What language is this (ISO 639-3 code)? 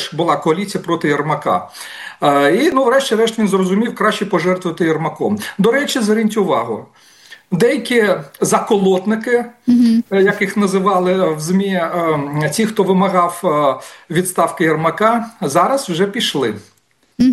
ukr